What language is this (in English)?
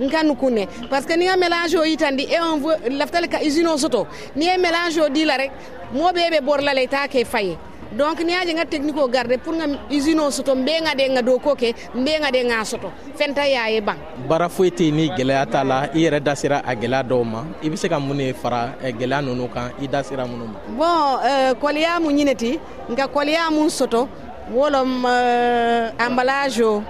Bambara